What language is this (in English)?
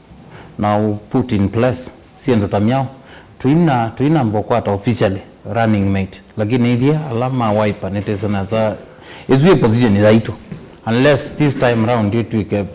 Kamba